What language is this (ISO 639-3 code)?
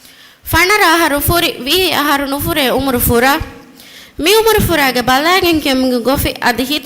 div